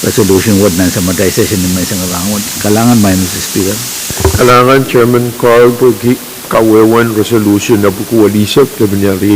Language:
Pohnpeian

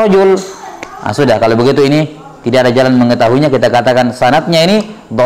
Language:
Indonesian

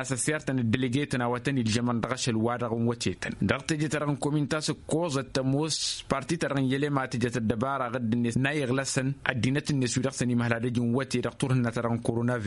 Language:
Tamasheq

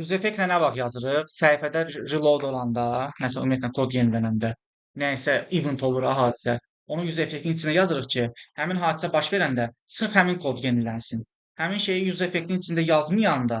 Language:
Azerbaijani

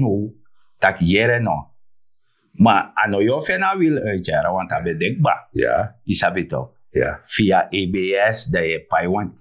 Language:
Sranan Tongo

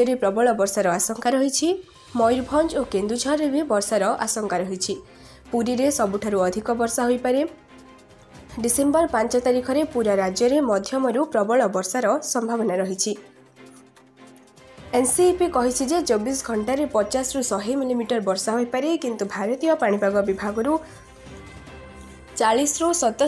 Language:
Odia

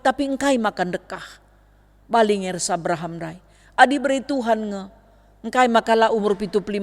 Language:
Batak Karo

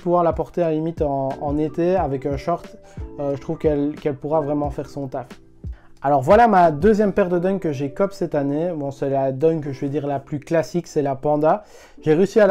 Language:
French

